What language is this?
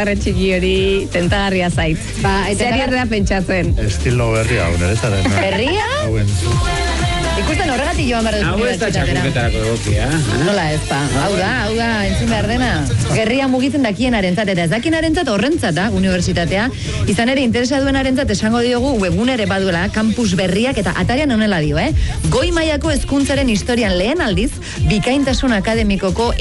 Basque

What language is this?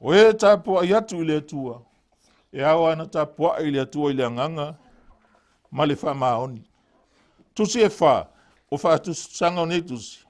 Samoan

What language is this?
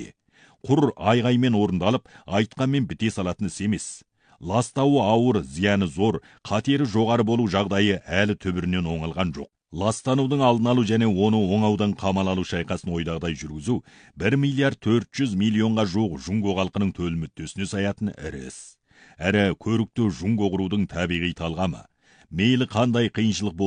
Kazakh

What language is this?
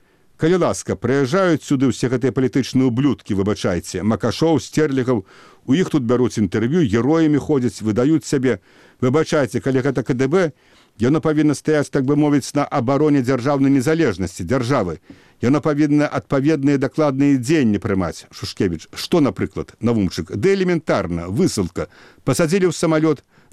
Belarusian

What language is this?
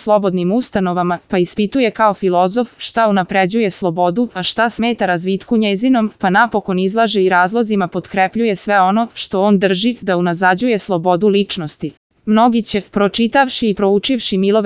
Serbian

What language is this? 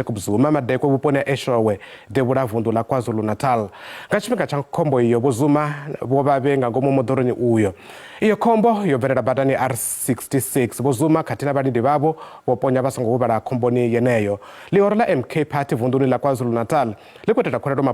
Venda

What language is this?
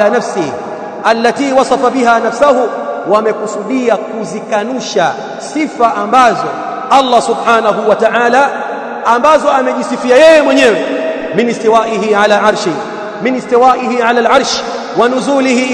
Swahili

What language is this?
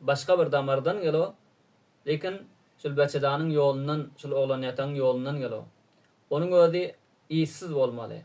Turkmen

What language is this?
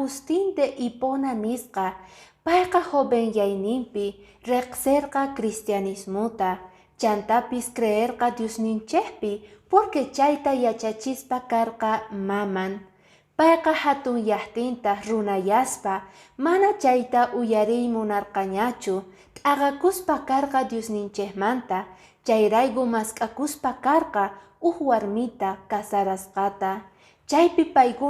Quechua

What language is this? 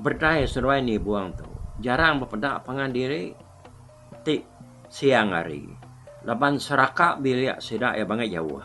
Iban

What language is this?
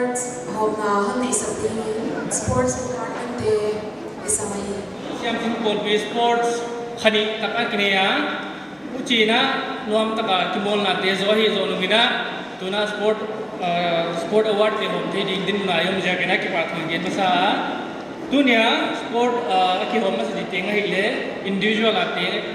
Paite Chin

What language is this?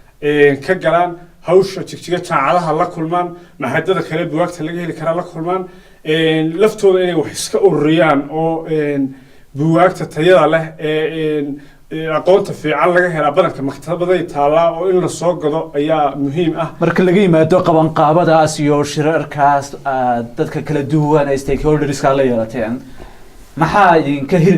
Somali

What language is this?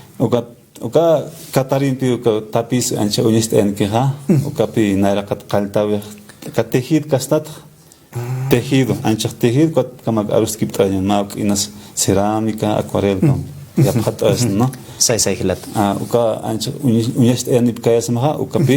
Aymara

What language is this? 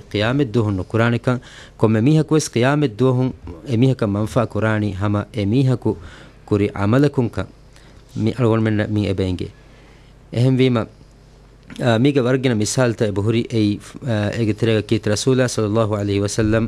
Divehi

